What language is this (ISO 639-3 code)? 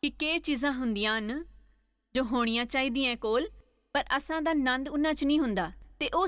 doi